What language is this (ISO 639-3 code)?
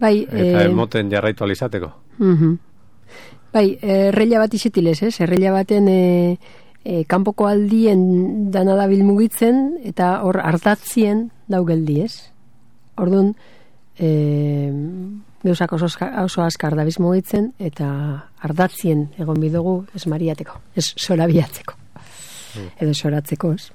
eus